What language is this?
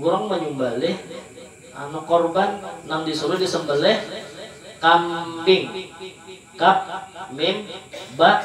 Banjar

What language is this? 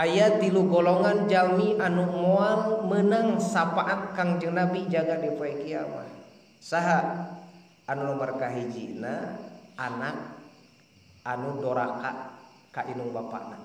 Sundanese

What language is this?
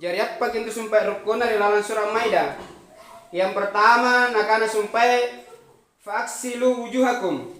Makasar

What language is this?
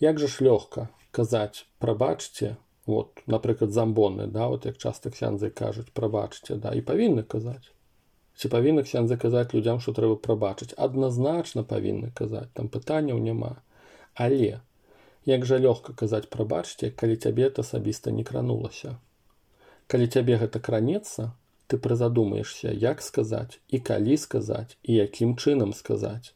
Belarusian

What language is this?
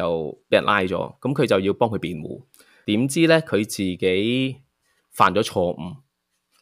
Cantonese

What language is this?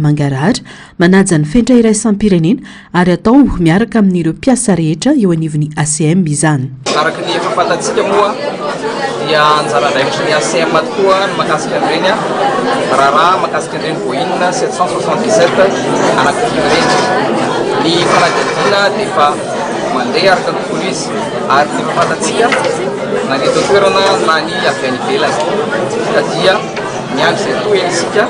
Malagasy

